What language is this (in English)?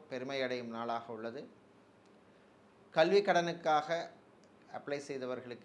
Tamil